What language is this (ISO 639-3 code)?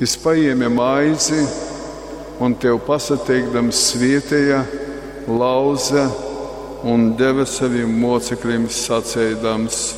ltg